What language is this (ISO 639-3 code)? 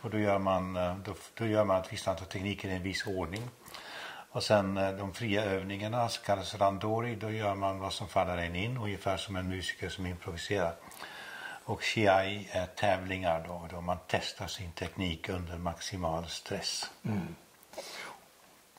swe